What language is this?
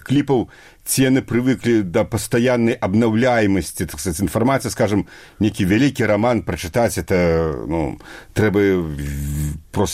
Belarusian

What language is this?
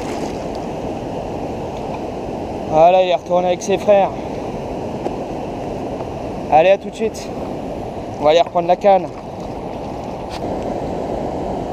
French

